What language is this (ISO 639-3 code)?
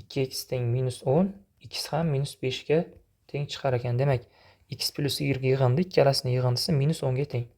uzb